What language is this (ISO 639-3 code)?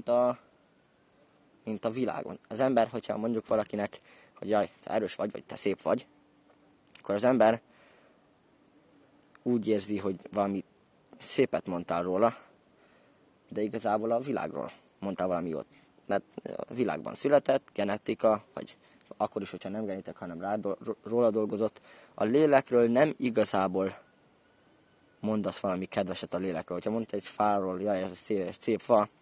hun